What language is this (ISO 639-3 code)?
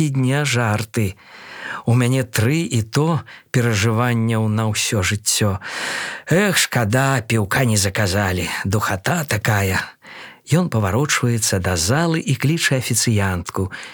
bel